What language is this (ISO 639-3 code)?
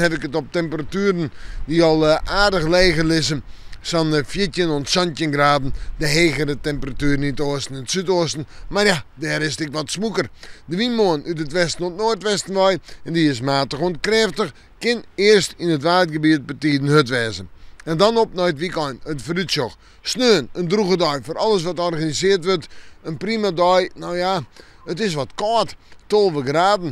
fry